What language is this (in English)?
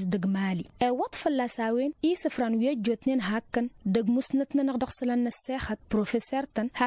Tamasheq